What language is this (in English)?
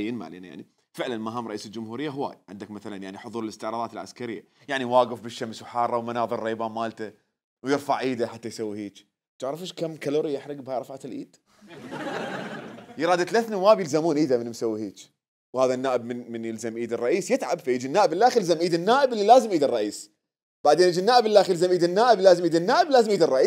Mesopotamian Arabic